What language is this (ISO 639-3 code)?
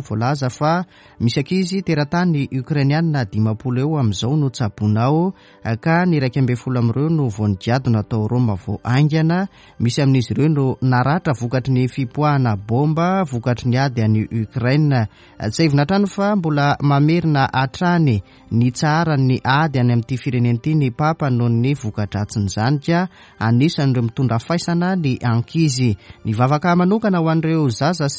mlg